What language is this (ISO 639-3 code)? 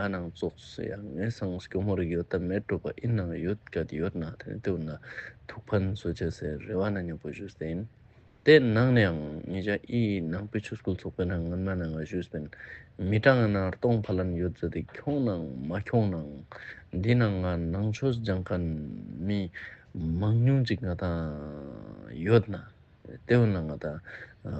lbj